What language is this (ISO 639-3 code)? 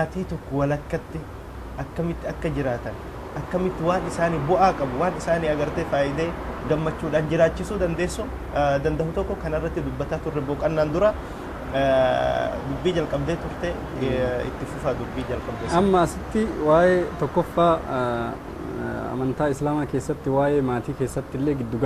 orm